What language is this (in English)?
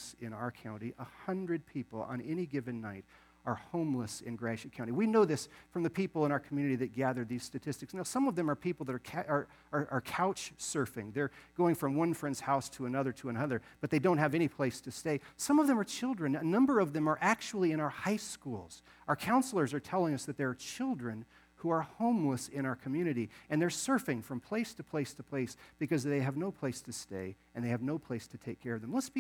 English